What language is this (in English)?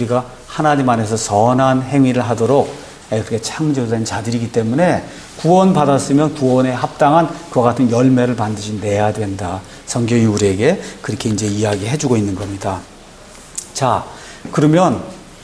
Korean